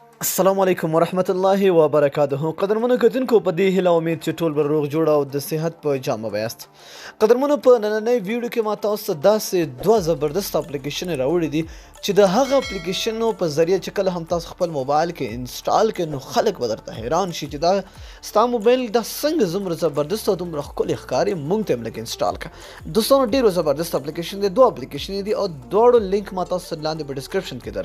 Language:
Pashto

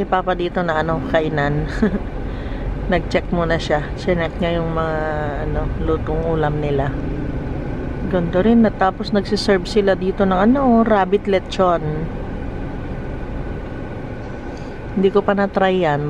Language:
Filipino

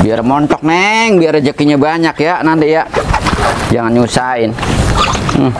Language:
Betawi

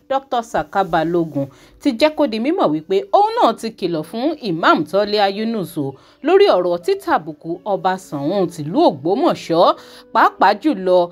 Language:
Yoruba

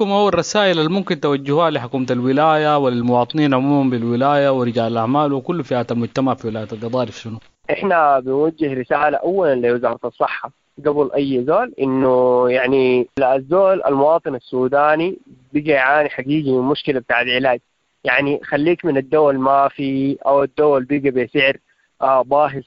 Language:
Sudanese Arabic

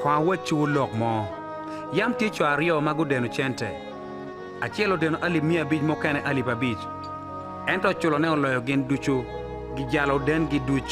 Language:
Acoli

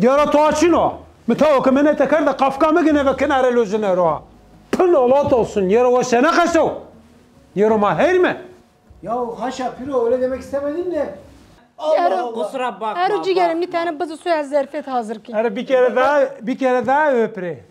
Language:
Zaza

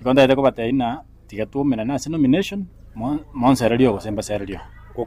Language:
Gusii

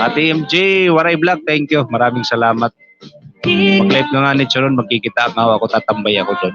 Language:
Waray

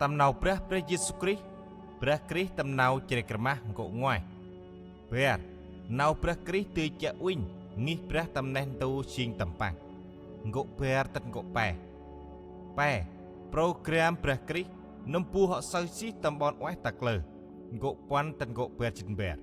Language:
Central Mnong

